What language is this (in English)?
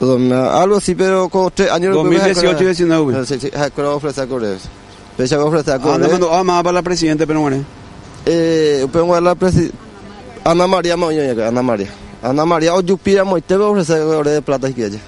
Guarani